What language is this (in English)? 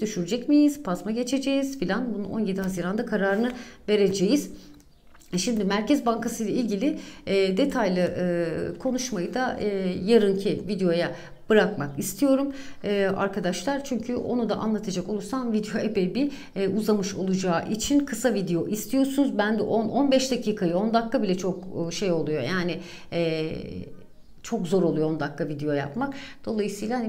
Turkish